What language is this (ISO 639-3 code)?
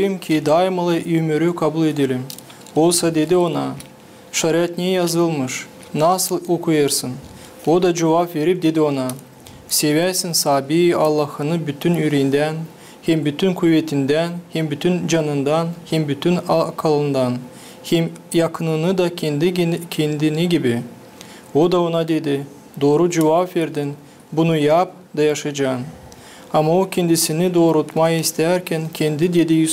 gag